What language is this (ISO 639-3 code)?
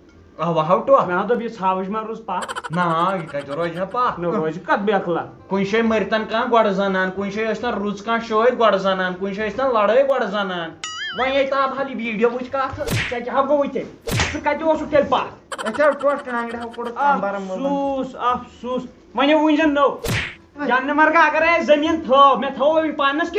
kas